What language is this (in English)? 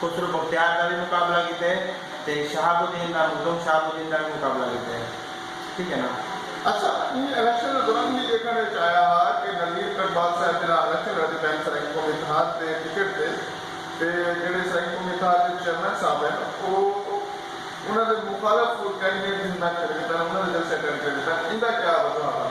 Saraiki